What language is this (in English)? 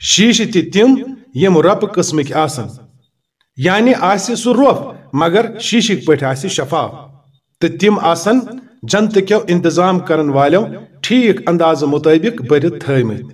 Kashmiri